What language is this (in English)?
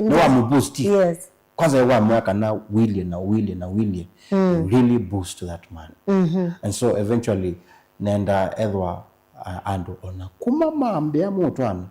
Kamba